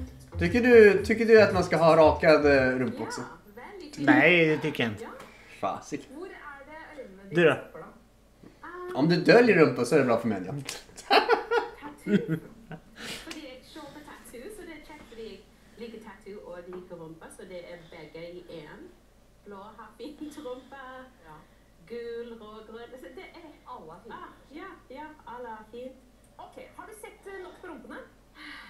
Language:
Swedish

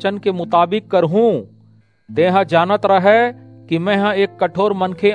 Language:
Chhattisgarhi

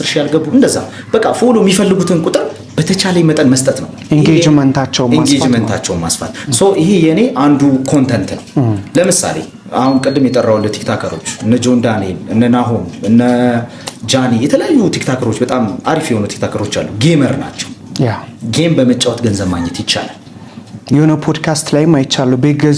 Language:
Amharic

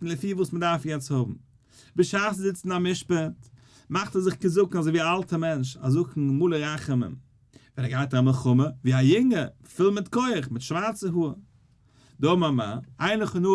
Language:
Yiddish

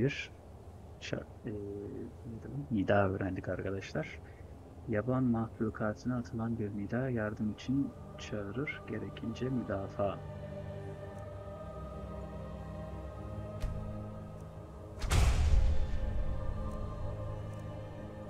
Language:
Turkish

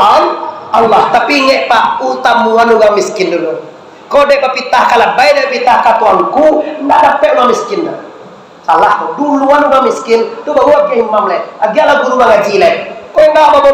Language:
Minangkabau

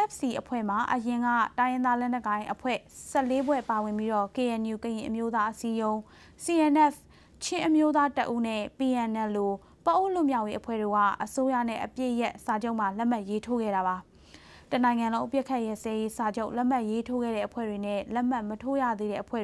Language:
Burmese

